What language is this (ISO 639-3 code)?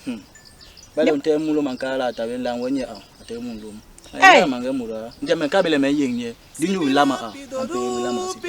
bas